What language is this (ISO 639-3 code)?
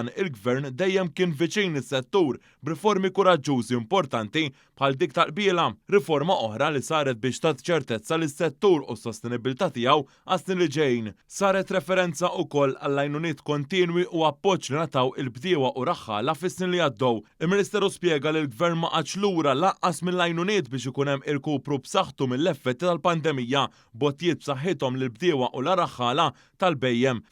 mlt